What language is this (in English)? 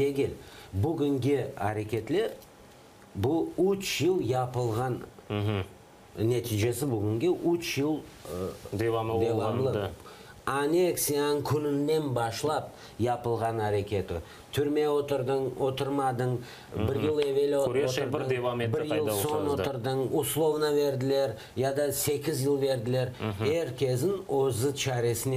Crimean Tatar